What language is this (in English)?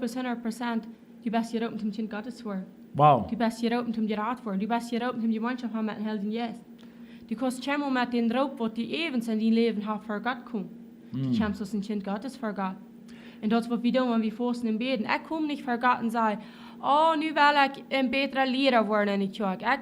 Plautdietsch